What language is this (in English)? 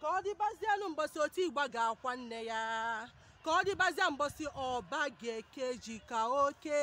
Igbo